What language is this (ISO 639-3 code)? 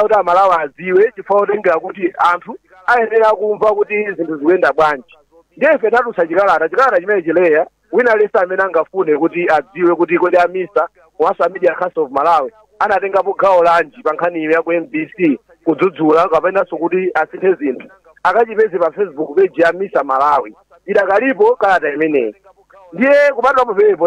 nya